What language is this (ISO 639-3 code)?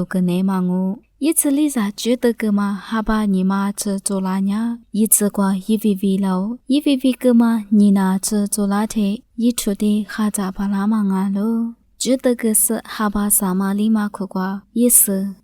lis